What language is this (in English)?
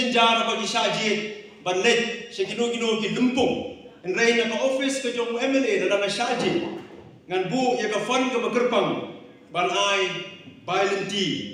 Khasi